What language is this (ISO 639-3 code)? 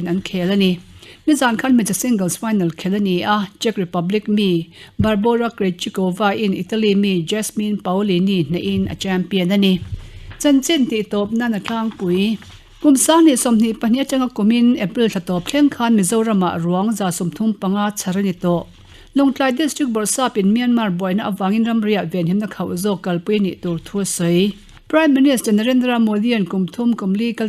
lus